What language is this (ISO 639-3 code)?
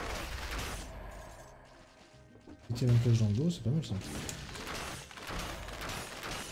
fra